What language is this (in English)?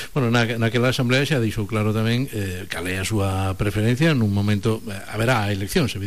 Galician